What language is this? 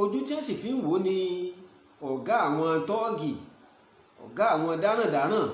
Yoruba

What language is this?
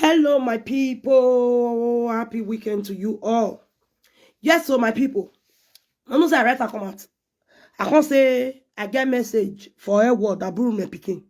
Nigerian Pidgin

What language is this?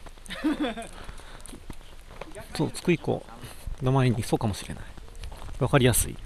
Japanese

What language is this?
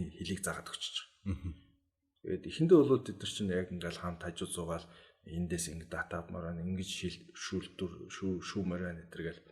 Mongolian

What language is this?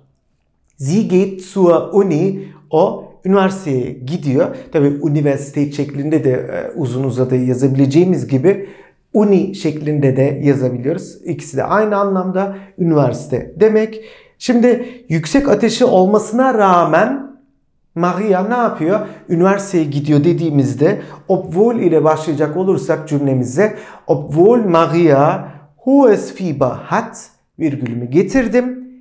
Turkish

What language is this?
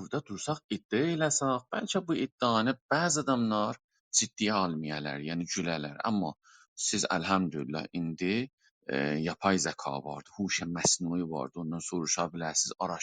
South Azerbaijani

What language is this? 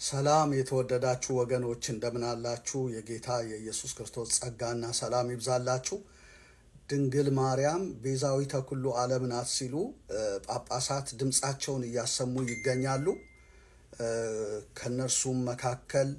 Amharic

